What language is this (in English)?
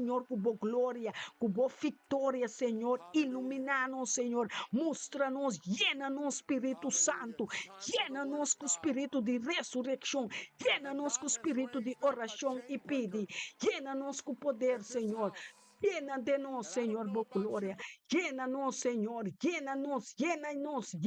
Papiamento